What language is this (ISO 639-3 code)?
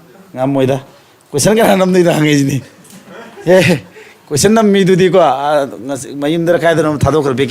mni